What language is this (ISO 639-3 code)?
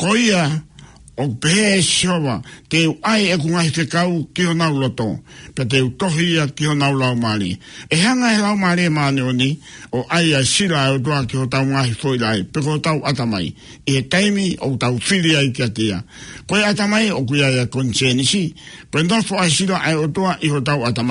ton